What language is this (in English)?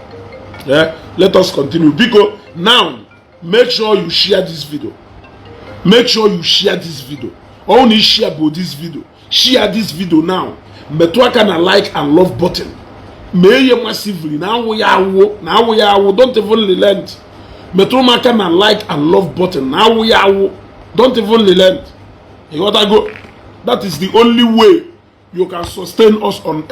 Igbo